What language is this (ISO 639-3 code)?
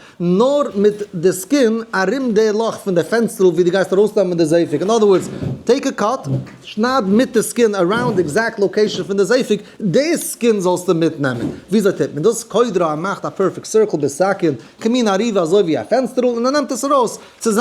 yid